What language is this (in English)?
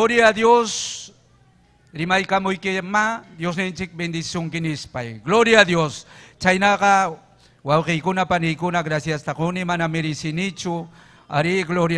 Ayacucho Quechua